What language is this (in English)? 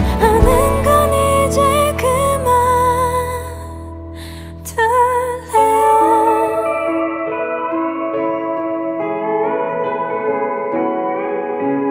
Korean